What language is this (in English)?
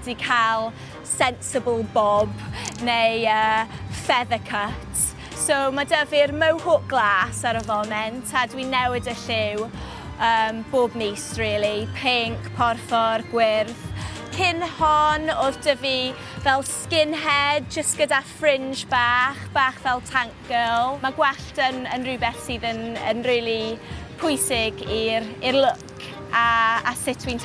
Welsh